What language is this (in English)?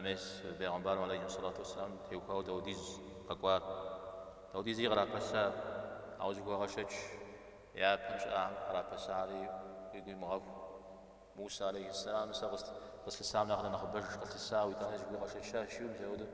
Kabardian